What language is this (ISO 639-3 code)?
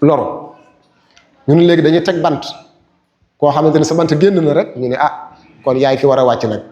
wol